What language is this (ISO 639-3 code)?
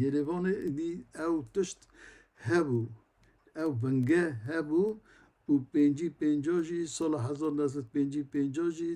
kur